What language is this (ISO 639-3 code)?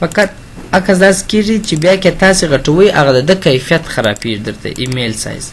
pus